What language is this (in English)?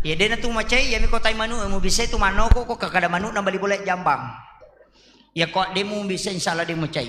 Buginese